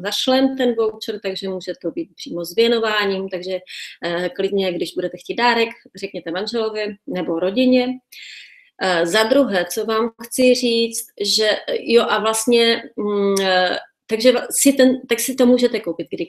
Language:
Czech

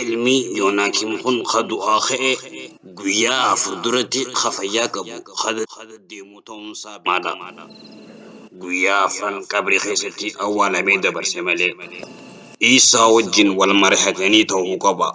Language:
Oromo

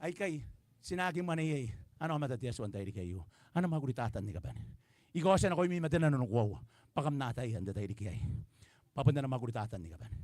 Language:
Gilbertese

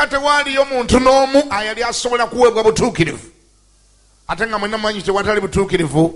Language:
Ganda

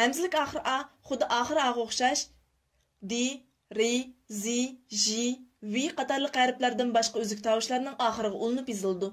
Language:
Uyghur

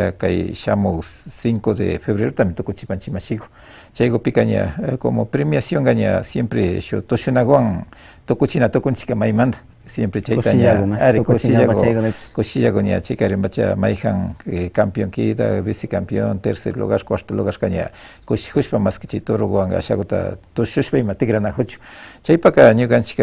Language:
Imbabura Highland Quichua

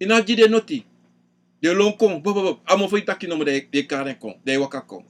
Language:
Sranan Tongo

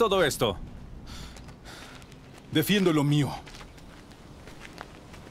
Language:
Spanish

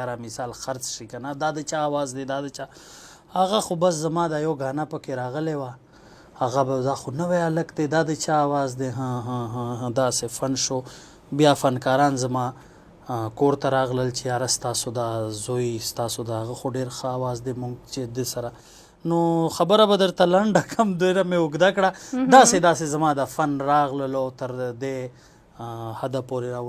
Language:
Pashto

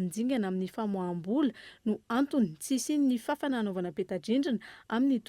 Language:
Malagasy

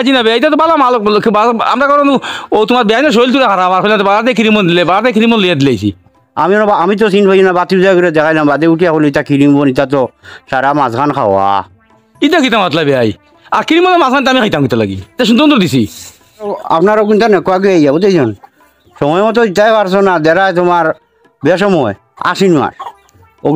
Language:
Sylheti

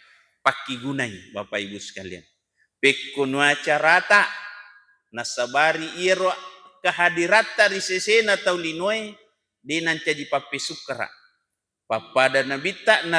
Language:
Buginese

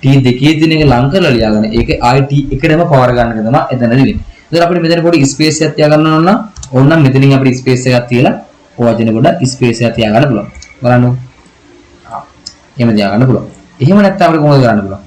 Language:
Sinhala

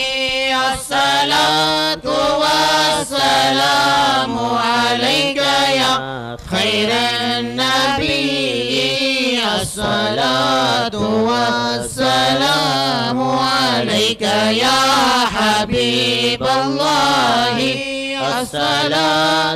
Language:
Arabic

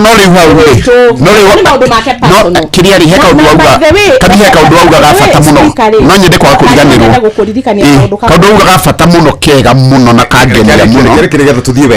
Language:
Kikuyu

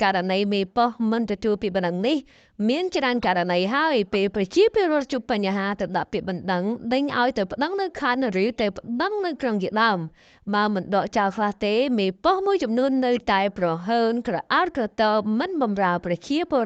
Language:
Khmer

